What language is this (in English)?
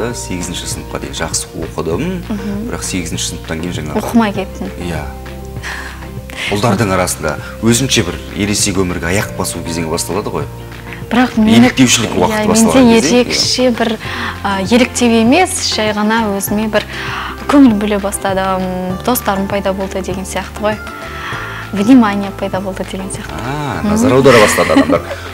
Kazakh